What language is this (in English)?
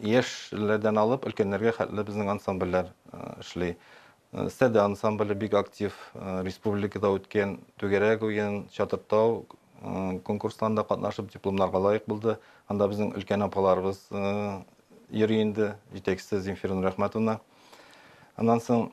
Tatar